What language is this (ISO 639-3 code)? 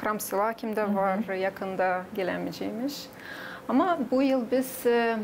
gag